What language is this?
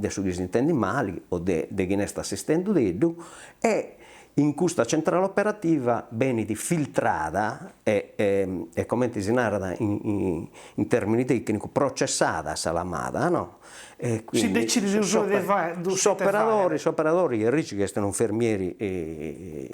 Sardinian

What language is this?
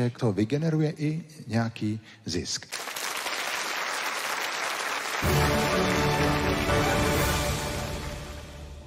Czech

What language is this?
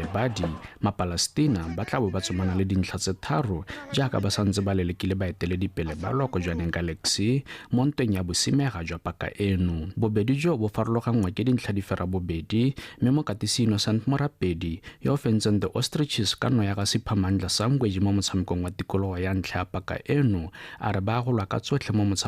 Tswana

